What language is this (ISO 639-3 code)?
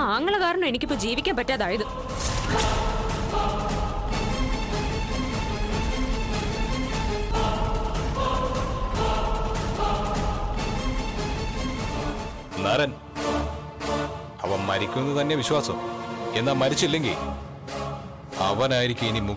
mal